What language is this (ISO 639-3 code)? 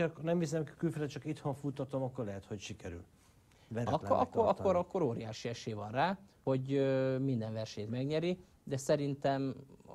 hun